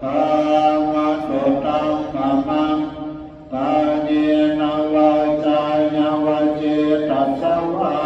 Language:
Pali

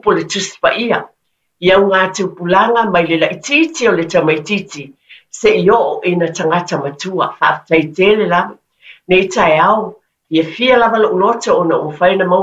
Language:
Samoan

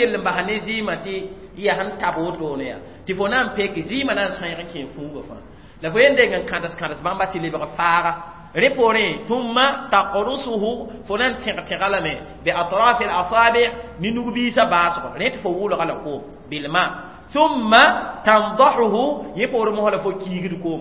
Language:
Mossi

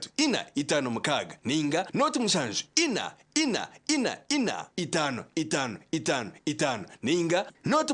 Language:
Nyankole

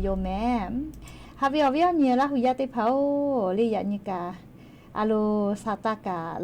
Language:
Lahu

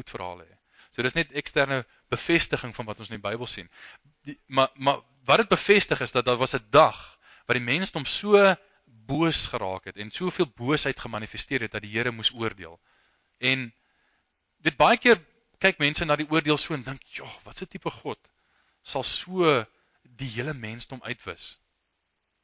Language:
Afrikaans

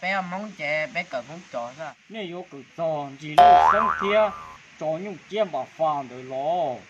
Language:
Hmong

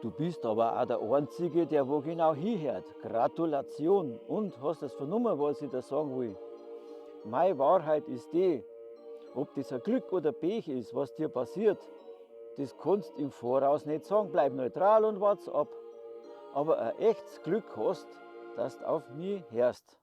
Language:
Bavarian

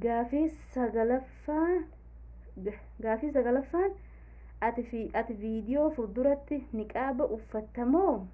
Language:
Oromo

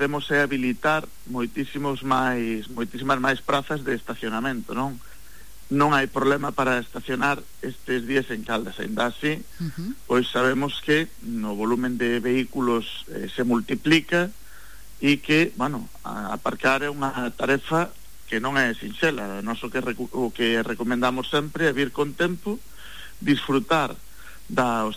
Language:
Galician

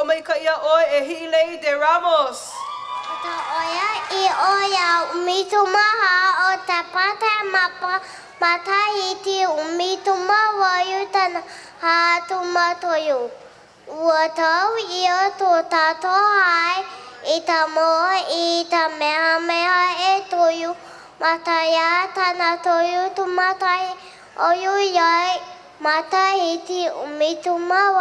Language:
Hawaiian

